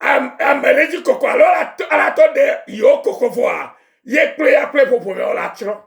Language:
Ewe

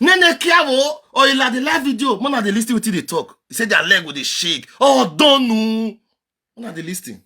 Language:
Nigerian Pidgin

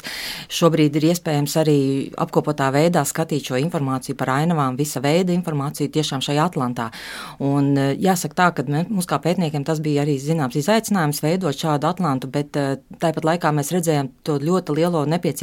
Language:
Latvian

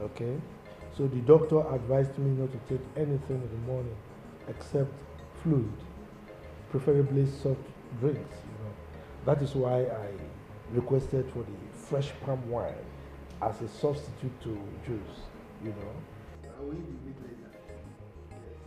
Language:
Nigerian Pidgin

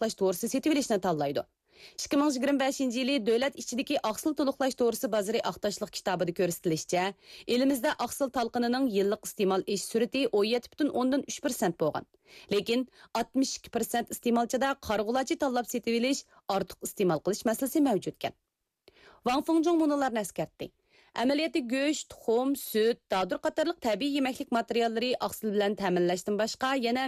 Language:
Uyghur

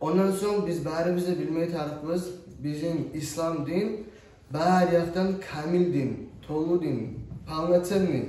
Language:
Kumyk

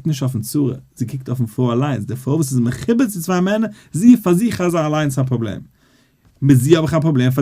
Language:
Yiddish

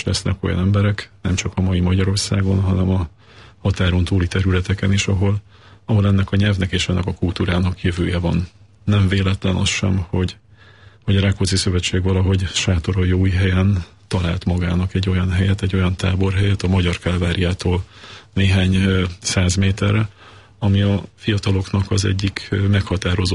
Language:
Hungarian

